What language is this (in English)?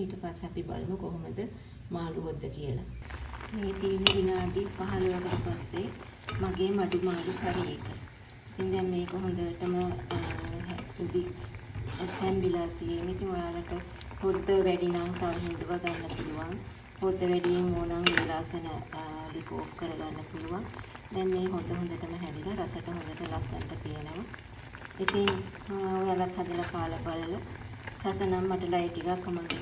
Sinhala